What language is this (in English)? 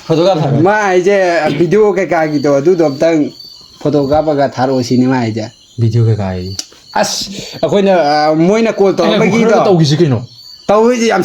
Manipuri